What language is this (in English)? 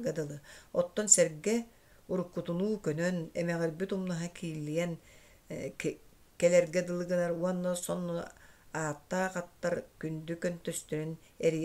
Yakut